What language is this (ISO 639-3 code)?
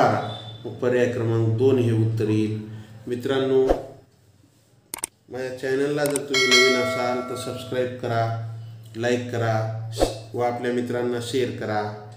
mar